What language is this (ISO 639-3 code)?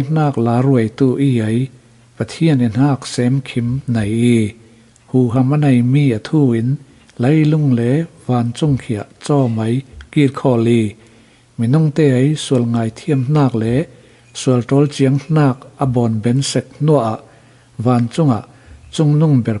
cfm